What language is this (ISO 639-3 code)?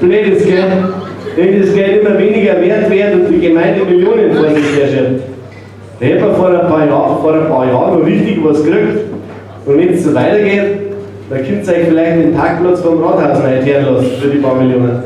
bar